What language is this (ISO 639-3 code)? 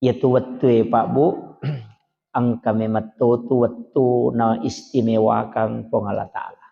bug